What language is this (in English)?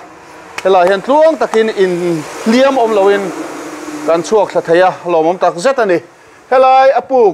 Mizo